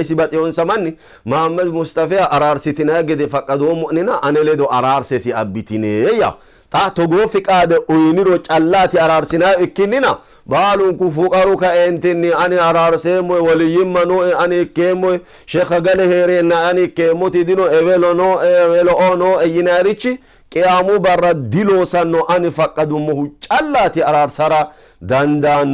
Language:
Sidamo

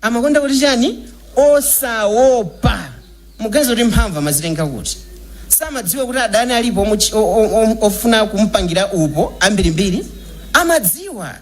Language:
Nyanja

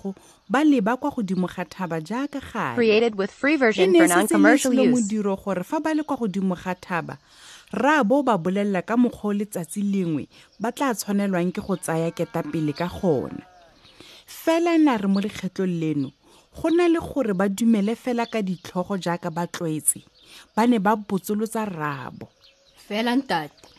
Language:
Tswana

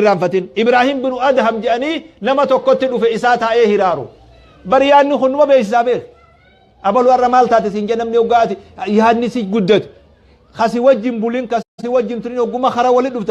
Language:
Oromo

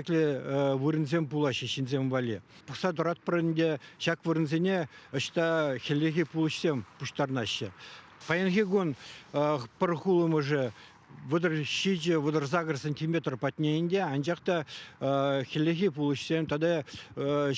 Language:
Chuvash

